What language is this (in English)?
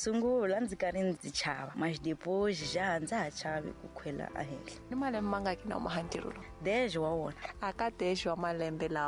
Tsonga